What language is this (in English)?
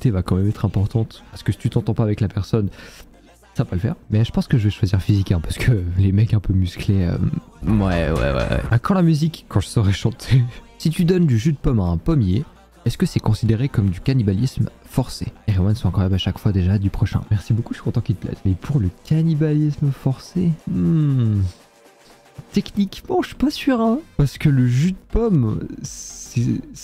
French